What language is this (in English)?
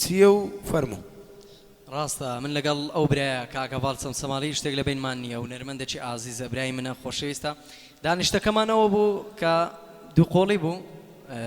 Central Kurdish